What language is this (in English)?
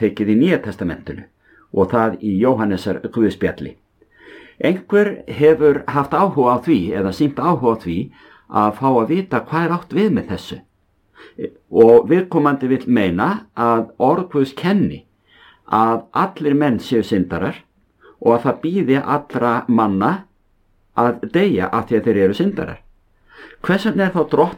Icelandic